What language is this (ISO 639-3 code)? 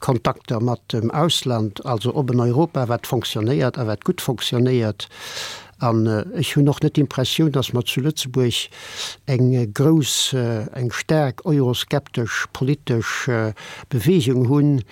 ltz